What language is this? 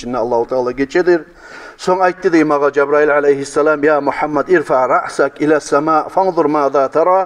Kumyk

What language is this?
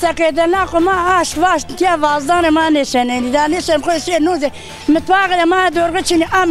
Zaza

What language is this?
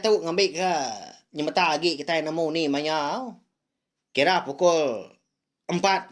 Iban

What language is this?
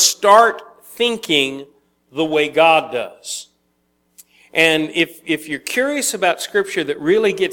English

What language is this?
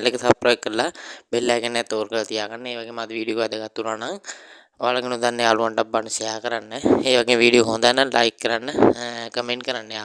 Sinhala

